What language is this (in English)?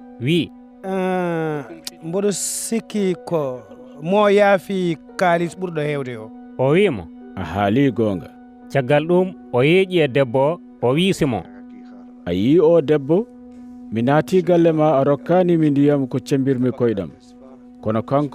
Fula